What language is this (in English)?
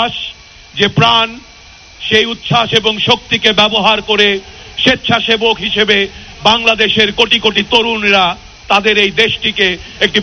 Bangla